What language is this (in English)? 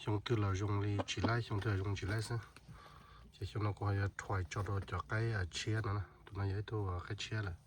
Hmong